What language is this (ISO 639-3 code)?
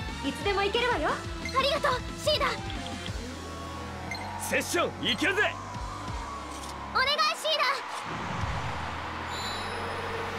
jpn